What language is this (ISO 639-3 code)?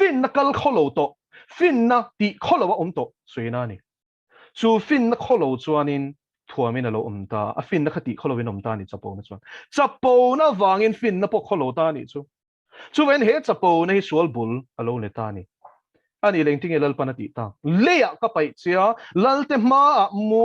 lus